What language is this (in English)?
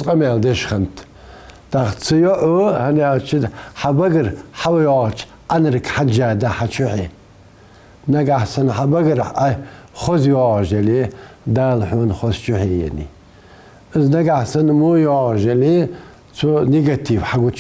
Ingush